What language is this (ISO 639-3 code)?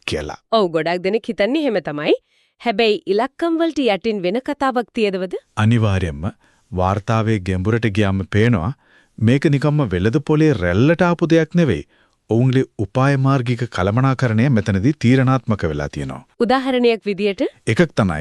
sin